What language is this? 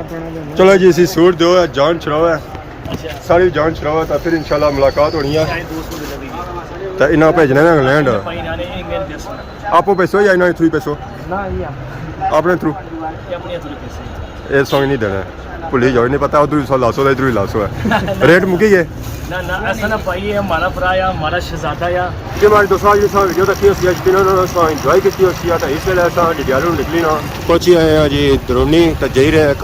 Pahari-Potwari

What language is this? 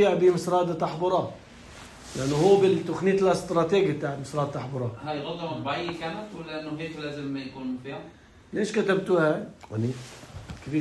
North Levantine Arabic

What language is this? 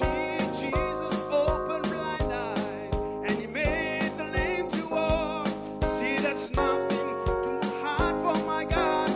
Fijian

